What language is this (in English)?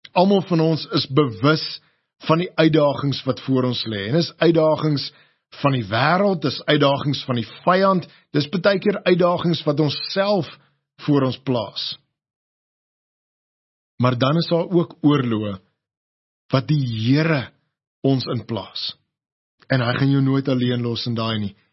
Afrikaans